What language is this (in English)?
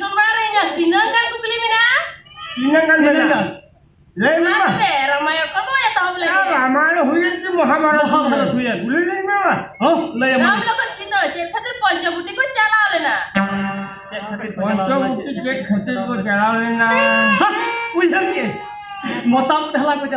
Santali